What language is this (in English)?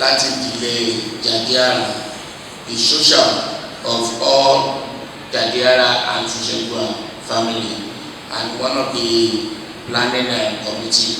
Yoruba